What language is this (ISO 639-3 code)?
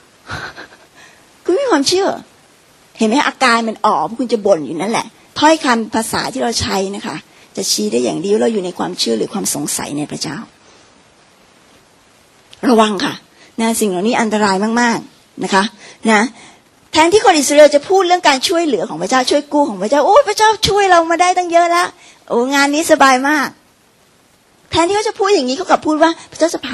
tha